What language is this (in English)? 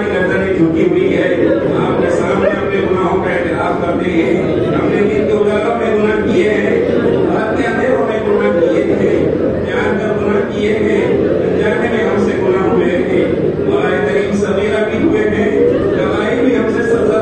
Urdu